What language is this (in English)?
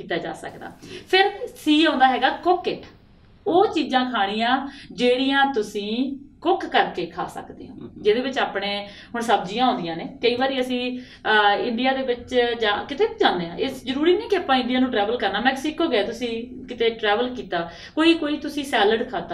Punjabi